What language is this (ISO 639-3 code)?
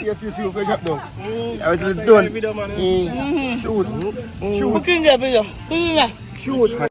jam